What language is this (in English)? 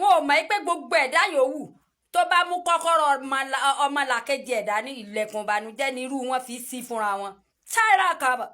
Yoruba